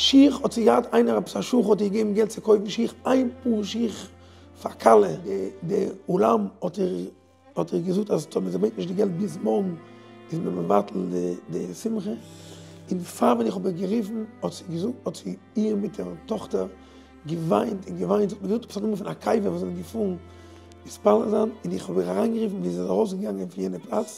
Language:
Yiddish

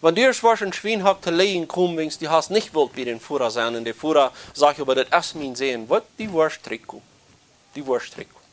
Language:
Plautdietsch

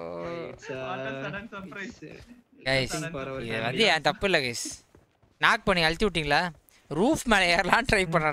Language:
Tamil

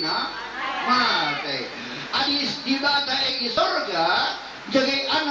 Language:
Batak Karo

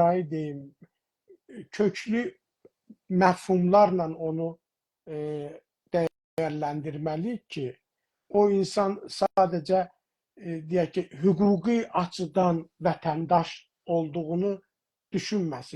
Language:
South Azerbaijani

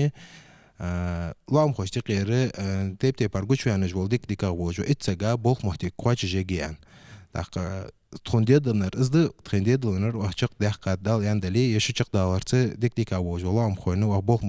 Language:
Ingush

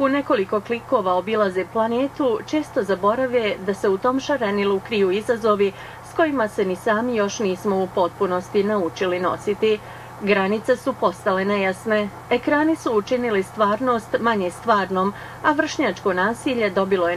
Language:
Bosnian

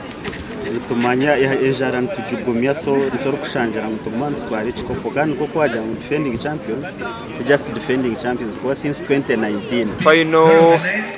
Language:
Nyankole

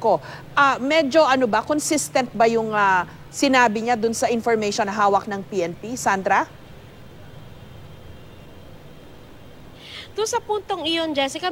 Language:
Filipino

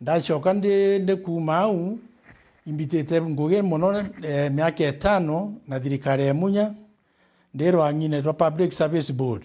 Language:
Meru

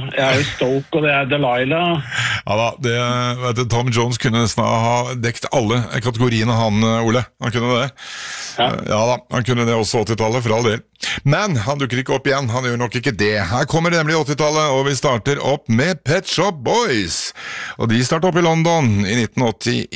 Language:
Norwegian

